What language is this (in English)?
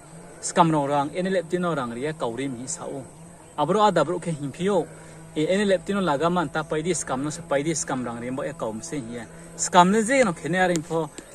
Riang (India)